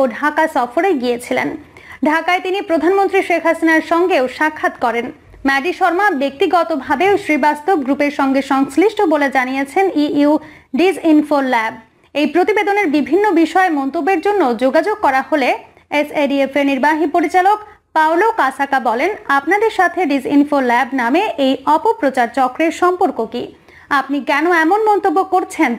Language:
Bangla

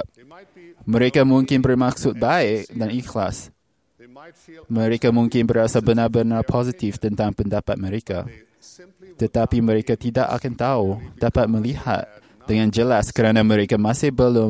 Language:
Malay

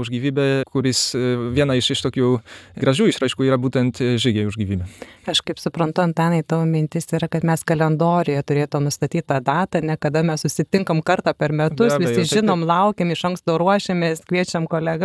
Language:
Lithuanian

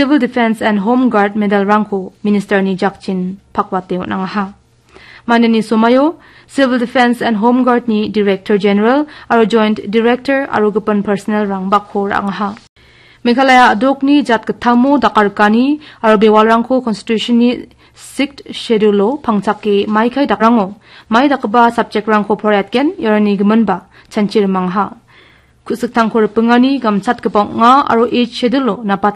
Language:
Garo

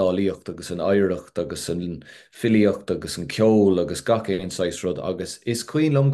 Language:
Irish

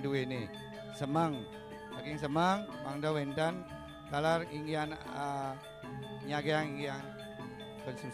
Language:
Balinese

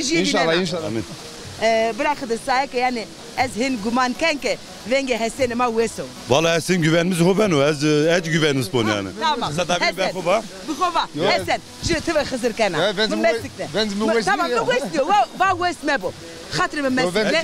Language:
Zaza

